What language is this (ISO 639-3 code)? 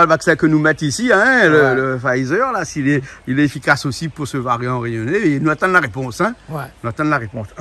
rcf